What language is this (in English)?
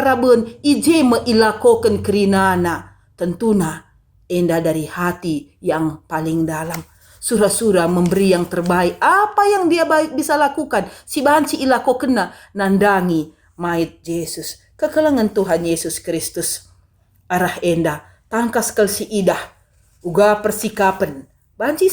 Batak Karo